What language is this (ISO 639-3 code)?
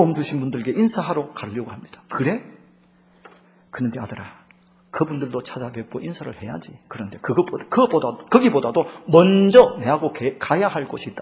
kor